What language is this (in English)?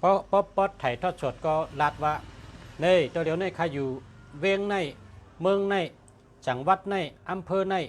Shan